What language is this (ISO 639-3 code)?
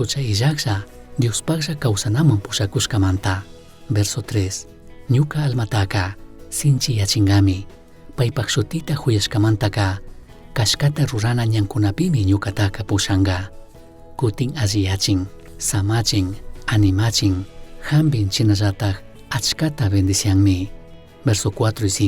qug